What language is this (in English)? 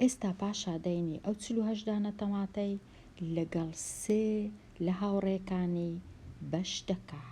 Central Kurdish